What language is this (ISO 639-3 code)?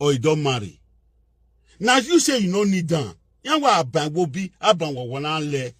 pcm